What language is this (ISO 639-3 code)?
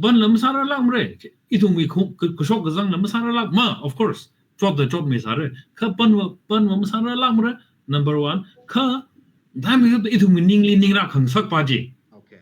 nmf